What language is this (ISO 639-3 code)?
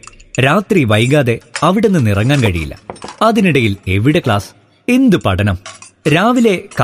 mal